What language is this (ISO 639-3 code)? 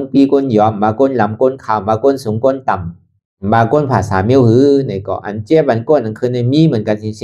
shn